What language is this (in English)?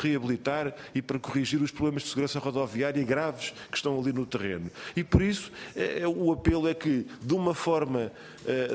Portuguese